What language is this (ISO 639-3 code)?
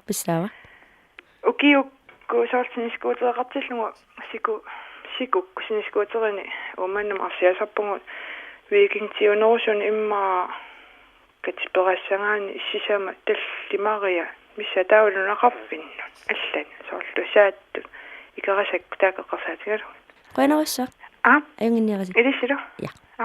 kal